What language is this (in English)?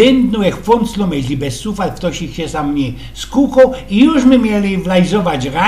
Silesian